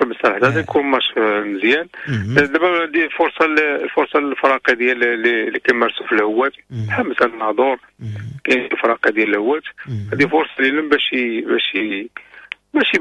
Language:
Moroccan Arabic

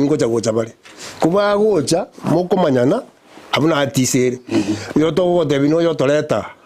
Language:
Gusii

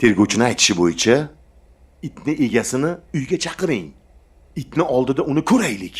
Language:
Uzbek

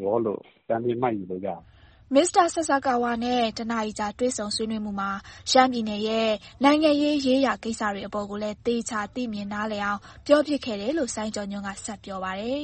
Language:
Burmese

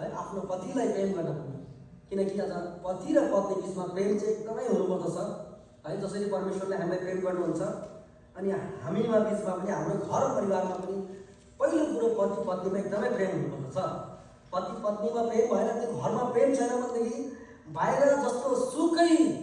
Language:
Nepali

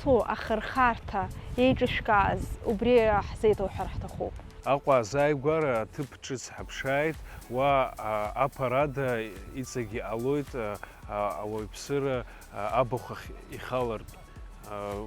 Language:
Abkhazian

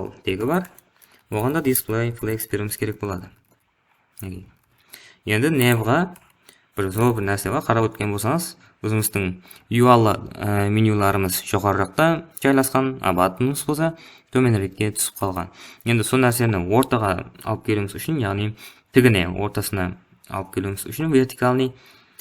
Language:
Kara-Kalpak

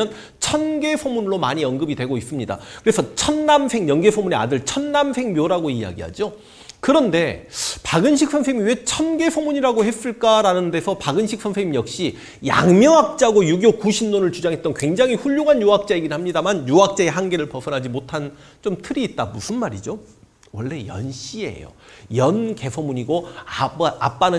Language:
Korean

